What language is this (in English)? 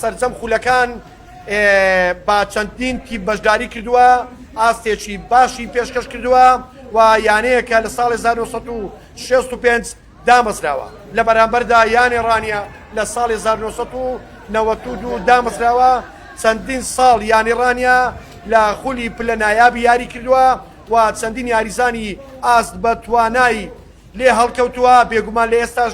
Central Kurdish